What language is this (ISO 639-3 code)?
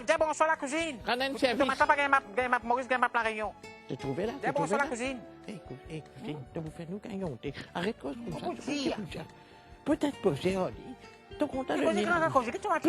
mfe